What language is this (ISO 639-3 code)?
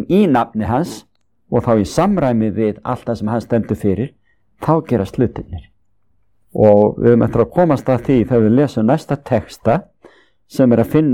isl